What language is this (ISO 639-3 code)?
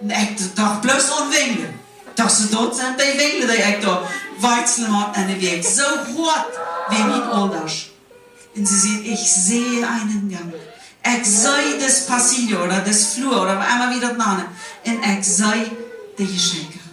pdt